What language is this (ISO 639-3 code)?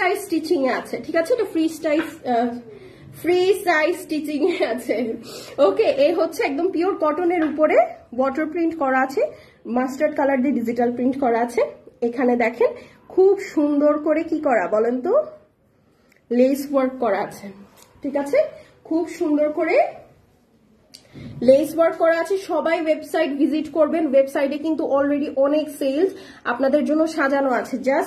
ben